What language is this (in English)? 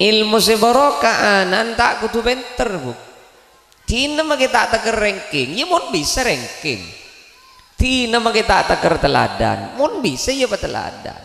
Madurese